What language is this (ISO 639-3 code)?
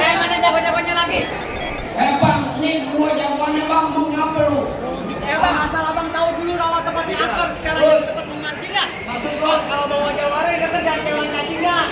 bew